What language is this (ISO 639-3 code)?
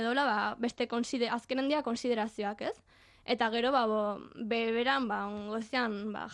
eus